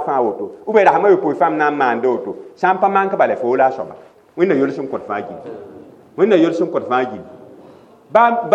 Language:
Mossi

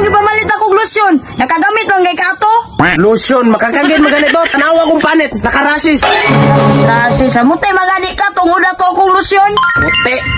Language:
Cebuano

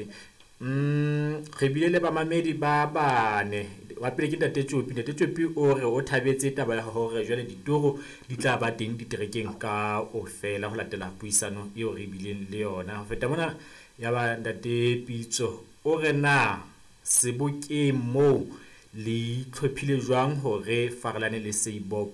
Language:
Southern Sotho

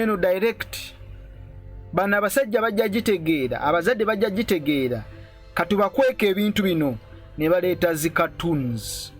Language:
Ganda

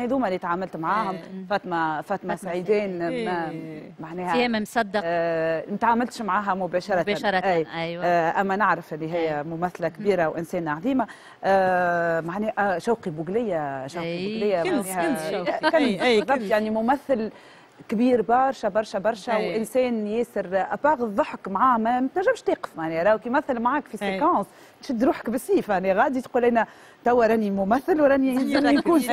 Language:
Tunisian Arabic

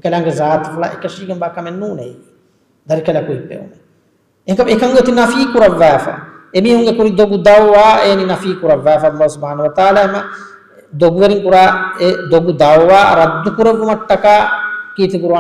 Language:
Divehi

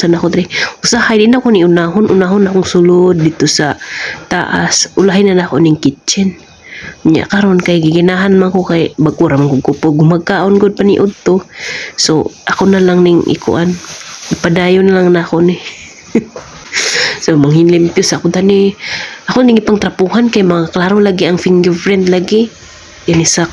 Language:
Cebuano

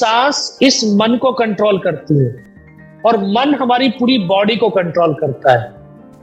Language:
Hindi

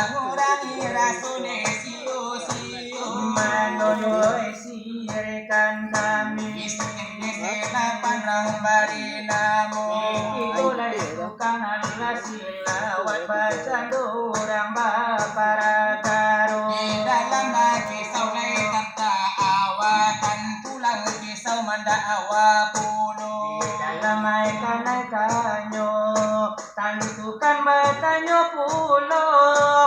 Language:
Minangkabau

